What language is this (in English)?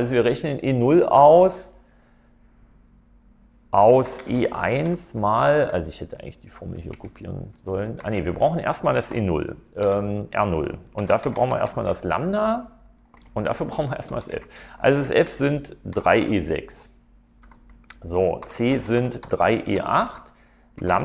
German